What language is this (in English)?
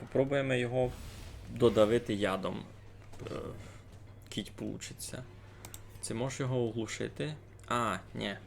Rusyn